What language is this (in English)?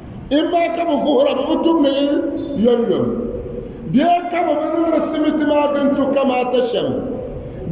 Dagbani